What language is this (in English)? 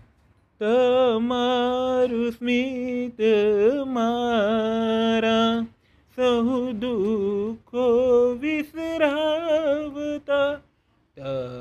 Gujarati